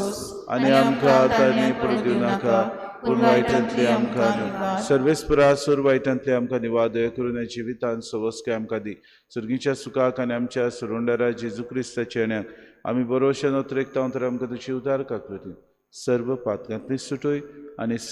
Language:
Konkani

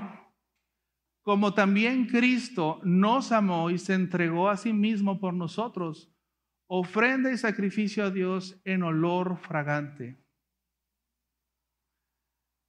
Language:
Spanish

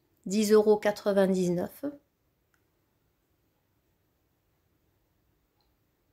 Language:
French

